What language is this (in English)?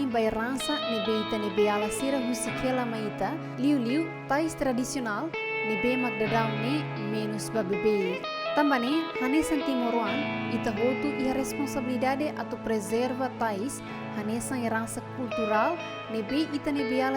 Tetum